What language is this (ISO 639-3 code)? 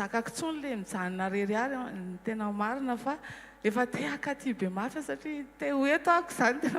mlg